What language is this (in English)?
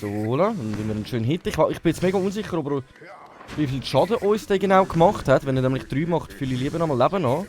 Swiss German